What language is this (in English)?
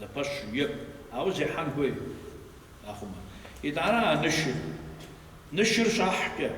Kabardian